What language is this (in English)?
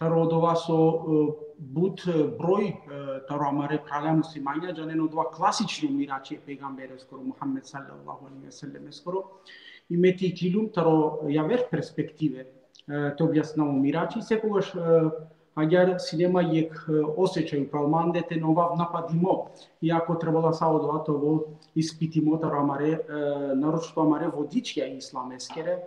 Balkan Romani